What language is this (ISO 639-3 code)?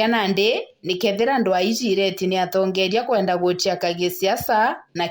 mer